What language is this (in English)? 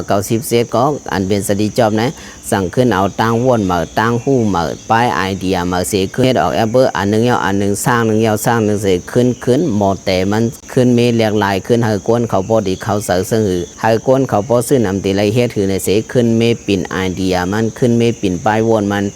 Shan